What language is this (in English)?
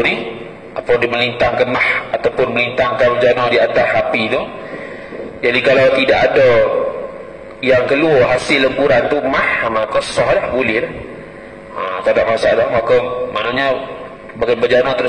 Malay